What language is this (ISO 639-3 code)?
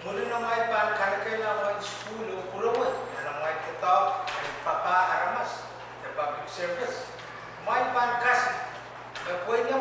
pon